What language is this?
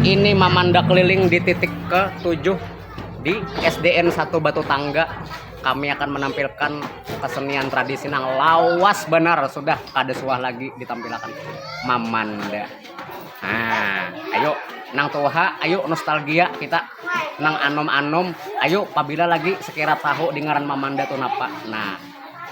Banjar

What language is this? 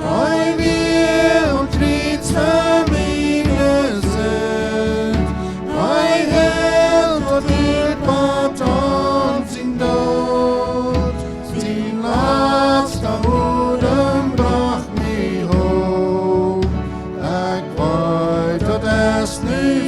Plautdietsch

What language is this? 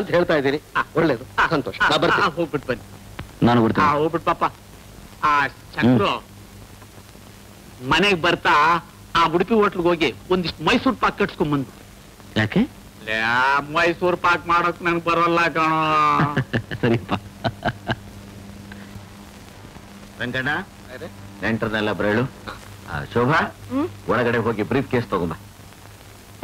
Kannada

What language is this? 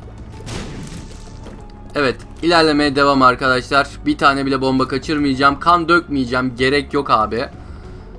Turkish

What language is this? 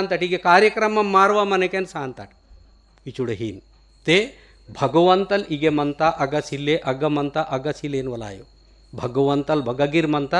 Gondi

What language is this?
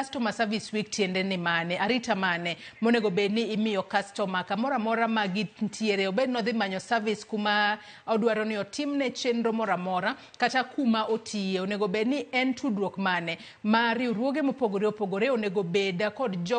Luo (Kenya and Tanzania)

